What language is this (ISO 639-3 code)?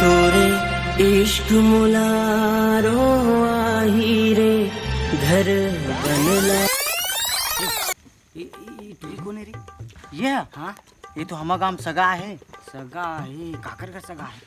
hne